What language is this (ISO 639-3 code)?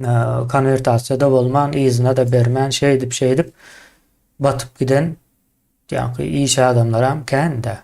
tuk